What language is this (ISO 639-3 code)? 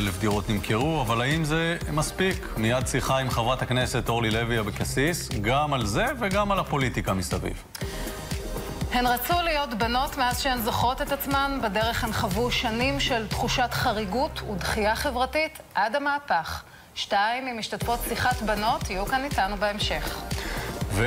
heb